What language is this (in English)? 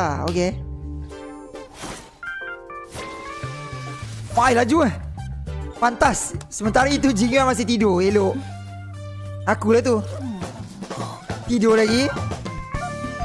Malay